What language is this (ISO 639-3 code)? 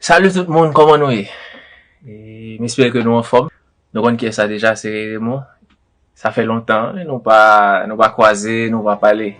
hat